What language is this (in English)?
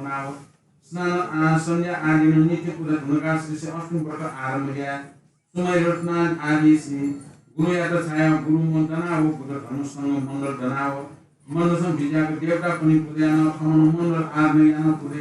Newari